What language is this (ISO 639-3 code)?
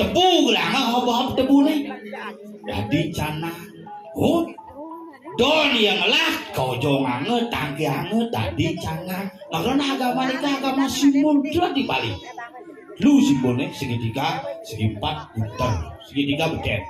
ban